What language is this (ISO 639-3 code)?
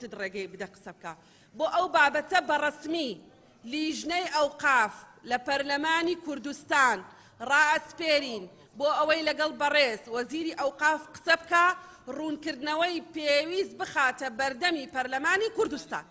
ckb